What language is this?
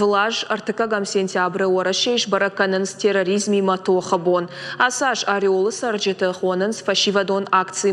Ossetic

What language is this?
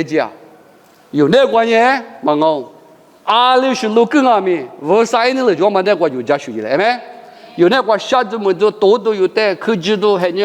Lisu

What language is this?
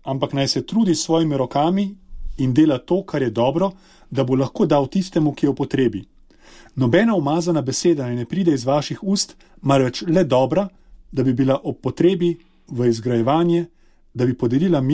Slovenian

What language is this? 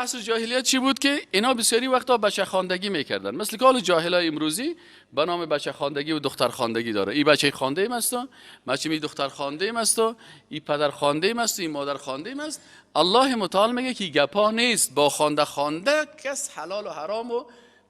Persian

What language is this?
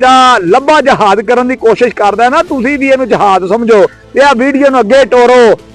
Western Panjabi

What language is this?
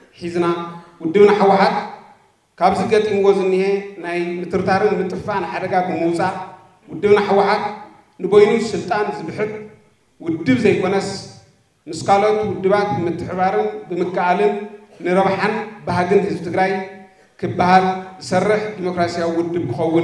Tigrinya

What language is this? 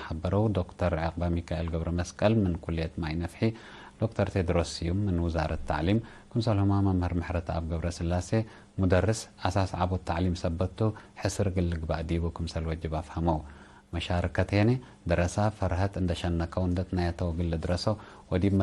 Tigre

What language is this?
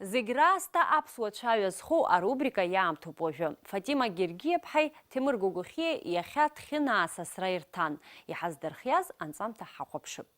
Abkhazian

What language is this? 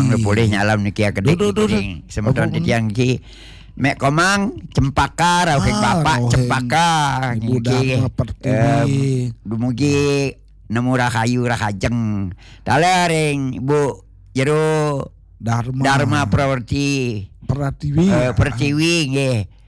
Balinese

